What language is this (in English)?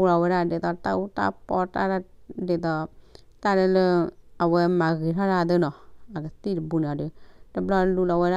S'gaw Karen